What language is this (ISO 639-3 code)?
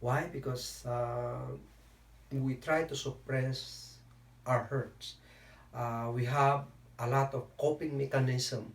kne